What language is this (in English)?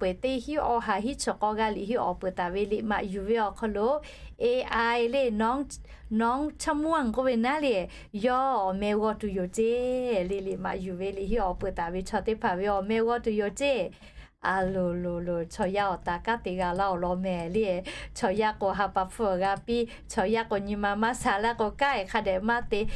Lahu